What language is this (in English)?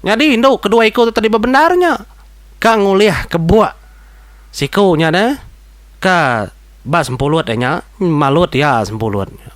Iban